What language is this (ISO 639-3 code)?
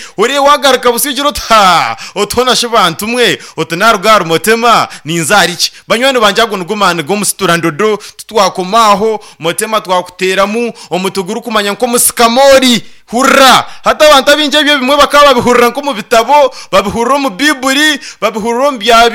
nyn